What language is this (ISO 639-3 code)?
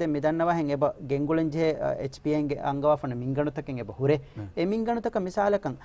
div